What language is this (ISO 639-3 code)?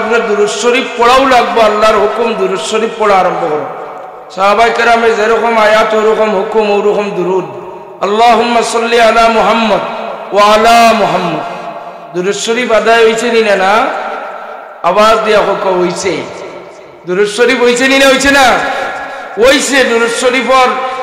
syl